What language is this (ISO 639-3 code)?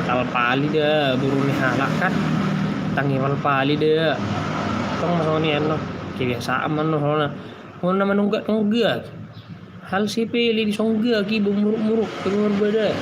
bbc